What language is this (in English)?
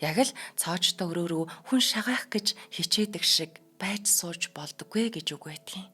Mongolian